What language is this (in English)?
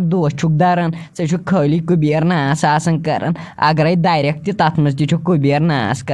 Kashmiri